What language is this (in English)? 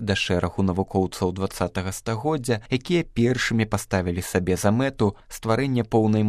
Belarusian